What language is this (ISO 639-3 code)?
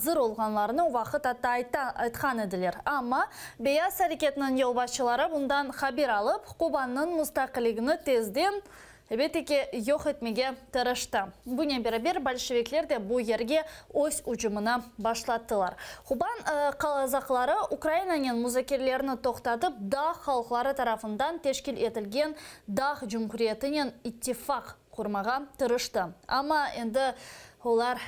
crh